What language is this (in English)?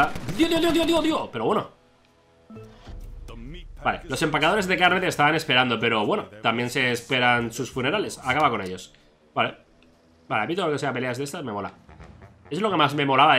Spanish